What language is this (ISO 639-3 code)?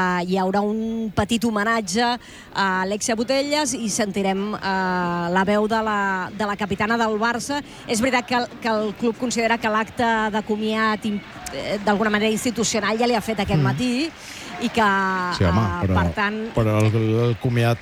cat